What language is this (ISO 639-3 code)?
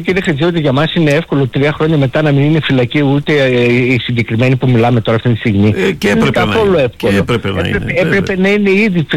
ell